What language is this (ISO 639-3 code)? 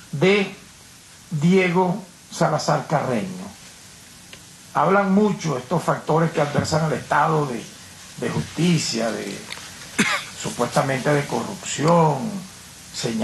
spa